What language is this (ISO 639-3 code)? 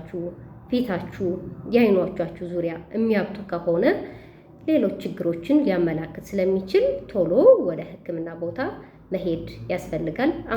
amh